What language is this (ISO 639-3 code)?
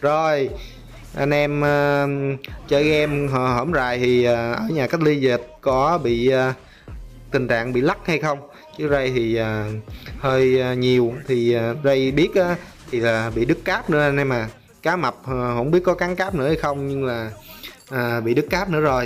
vie